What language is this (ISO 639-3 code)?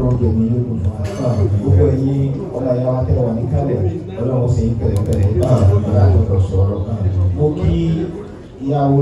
yor